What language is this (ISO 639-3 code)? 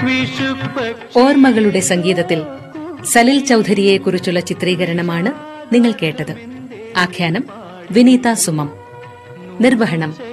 mal